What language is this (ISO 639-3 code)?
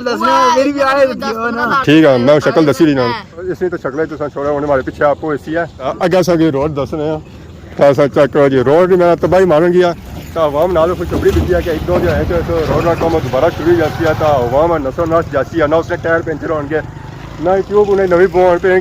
phr